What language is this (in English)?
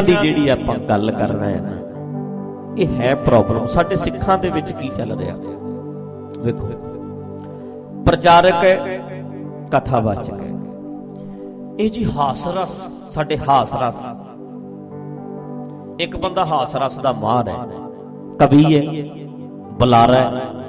Punjabi